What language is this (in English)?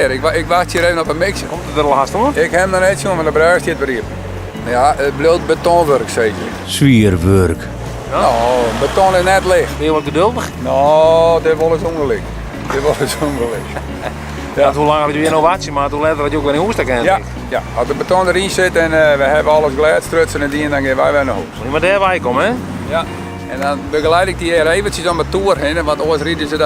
Western Frisian